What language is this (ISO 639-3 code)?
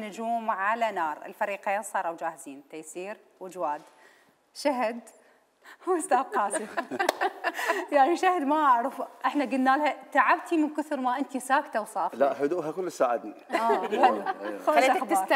acm